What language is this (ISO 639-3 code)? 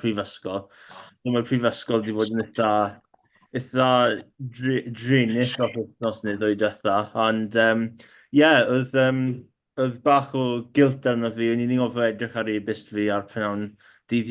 cym